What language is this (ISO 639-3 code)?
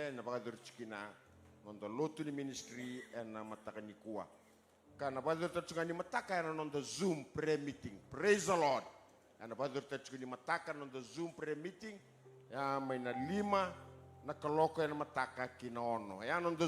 fij